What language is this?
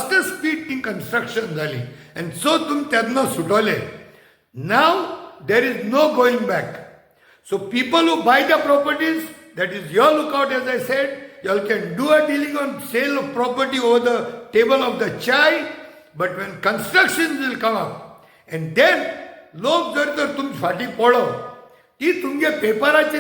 Konkani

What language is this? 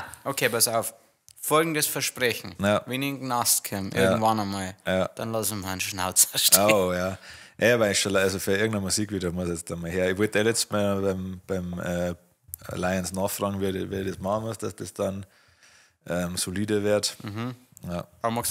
Bavarian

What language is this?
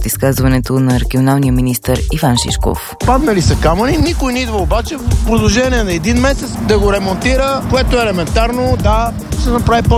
Bulgarian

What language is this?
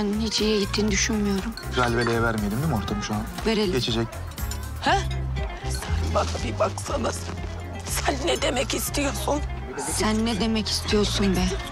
Turkish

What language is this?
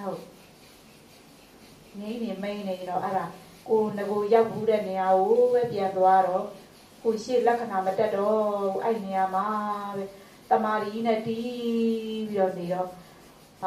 Burmese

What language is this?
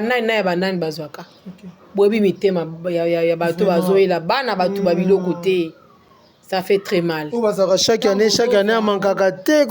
Lingala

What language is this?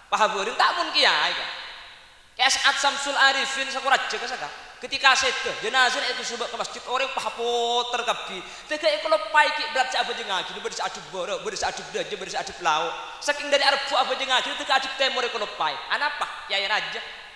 Madurese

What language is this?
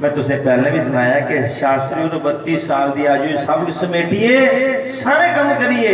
Dogri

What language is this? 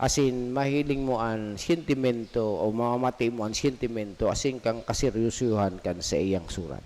Bikol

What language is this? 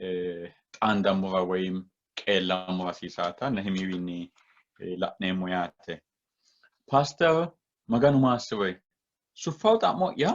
Sidamo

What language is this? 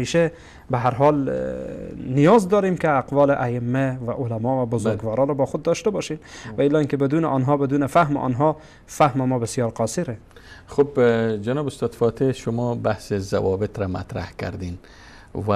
Persian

